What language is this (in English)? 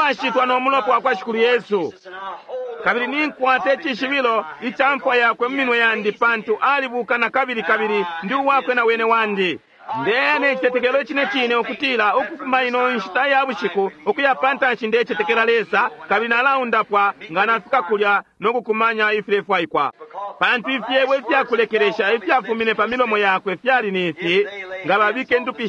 Bemba